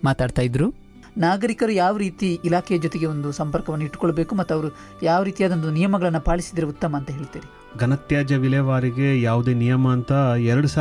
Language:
Kannada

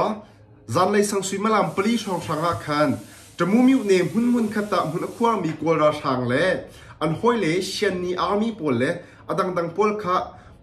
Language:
Hakha Chin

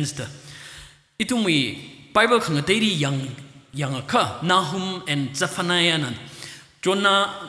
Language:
Tangkhul Naga (India)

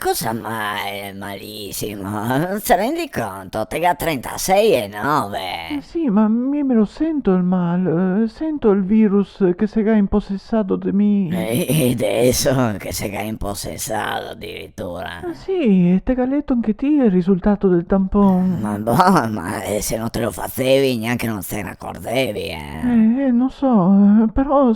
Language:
Venetian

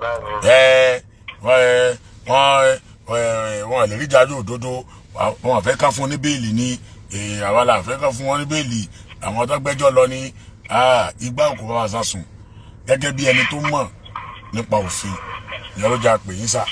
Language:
Yoruba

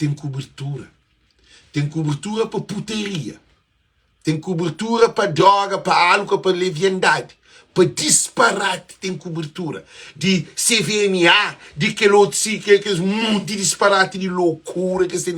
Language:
Kabuverdianu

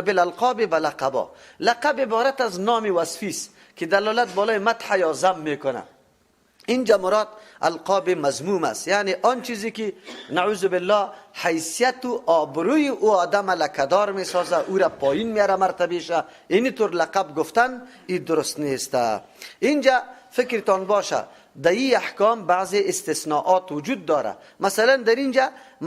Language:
Persian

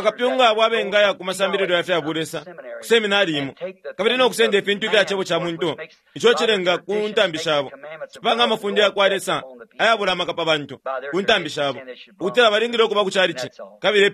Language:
Bemba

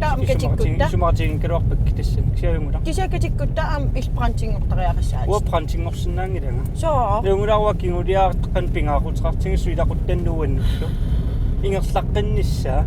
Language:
Kalaallisut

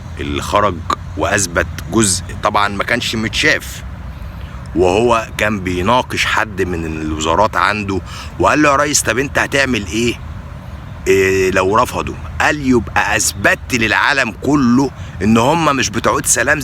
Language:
Egyptian Arabic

